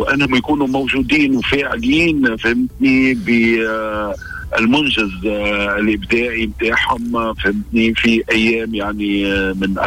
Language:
Tunisian Arabic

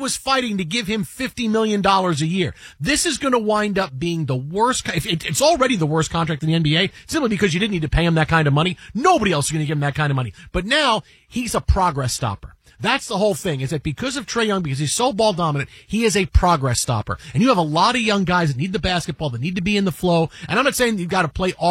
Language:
English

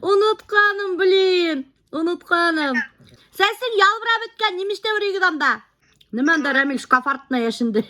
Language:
Bashkir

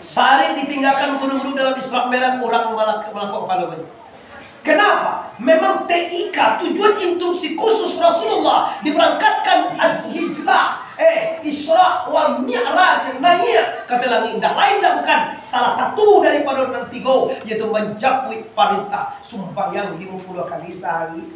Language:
Minangkabau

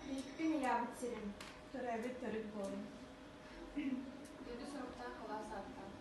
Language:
Yakut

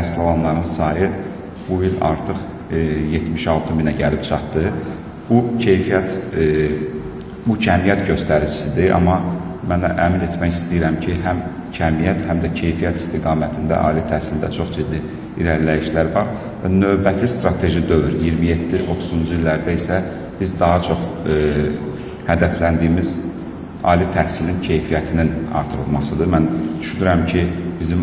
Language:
Azerbaijani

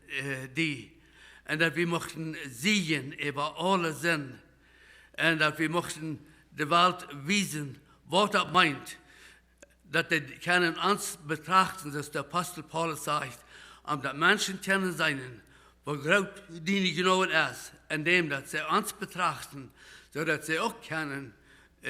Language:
Plautdietsch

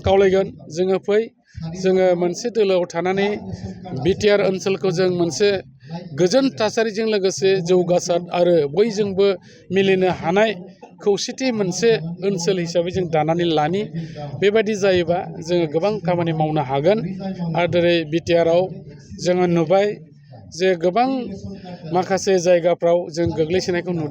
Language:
Bodo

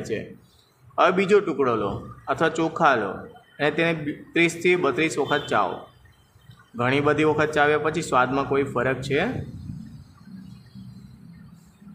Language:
Gujarati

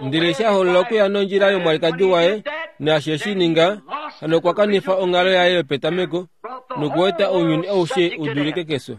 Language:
Kuanyama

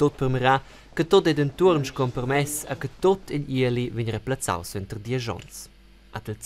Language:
Romansh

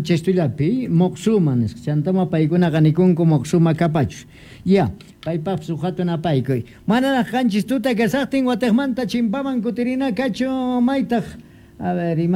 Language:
Quechua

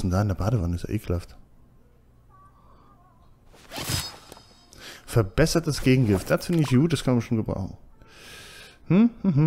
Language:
German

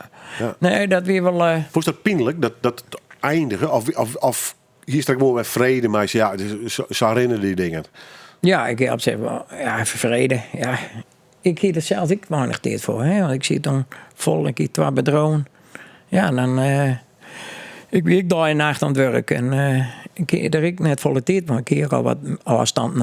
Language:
Western Frisian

